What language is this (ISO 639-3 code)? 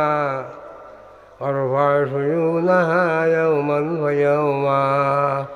syl